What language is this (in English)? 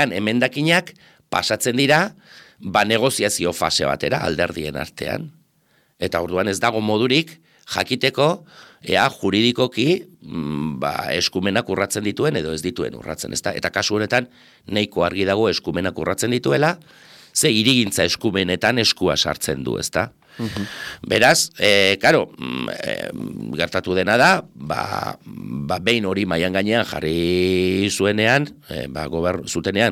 Basque